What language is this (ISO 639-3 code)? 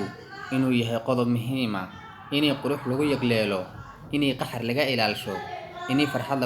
som